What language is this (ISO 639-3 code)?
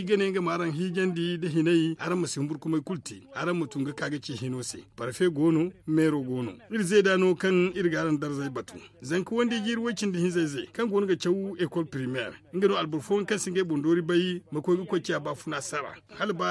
dje